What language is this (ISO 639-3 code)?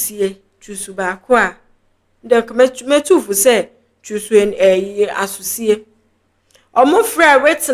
aka